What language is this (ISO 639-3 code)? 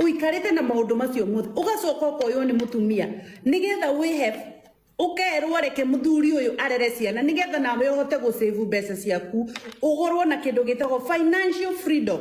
kik